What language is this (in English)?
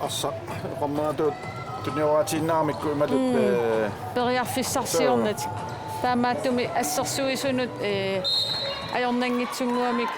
Kalaallisut